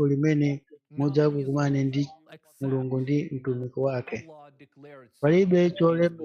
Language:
Nyanja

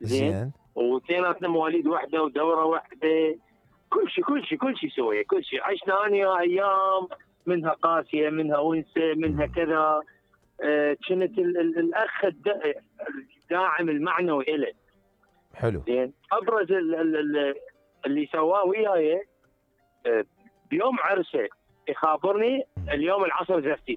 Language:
Mesopotamian Arabic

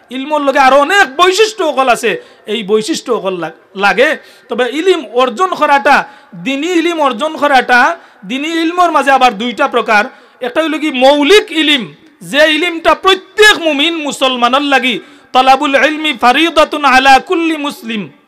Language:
Sylheti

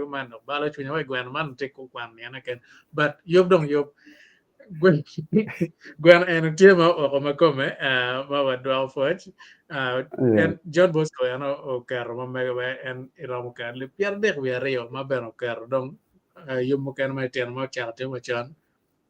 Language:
Acoli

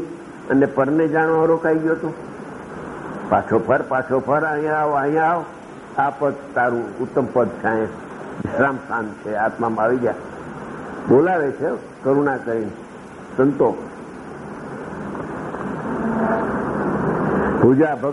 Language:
Gujarati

